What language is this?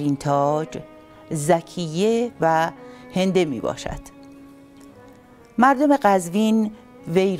Persian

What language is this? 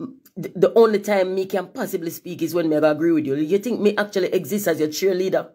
Jamaican Creole English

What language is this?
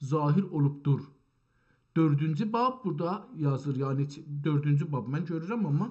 South Azerbaijani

